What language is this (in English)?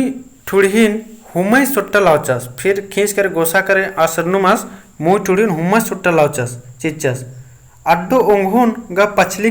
Kurukh